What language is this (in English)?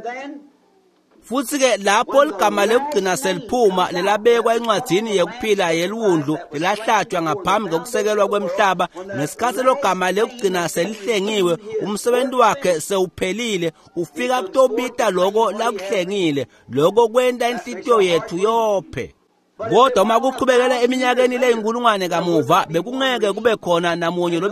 Swati